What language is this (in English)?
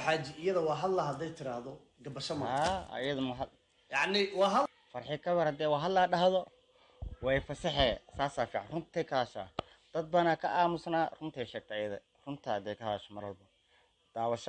Somali